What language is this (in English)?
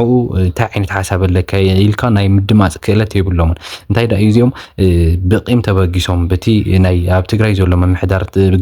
Tigrinya